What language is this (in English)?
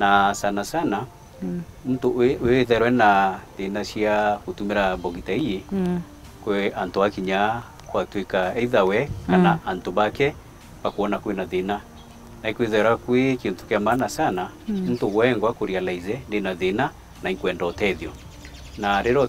Meru